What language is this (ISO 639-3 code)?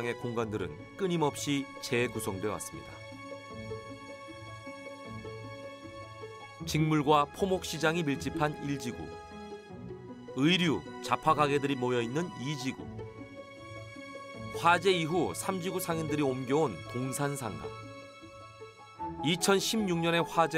kor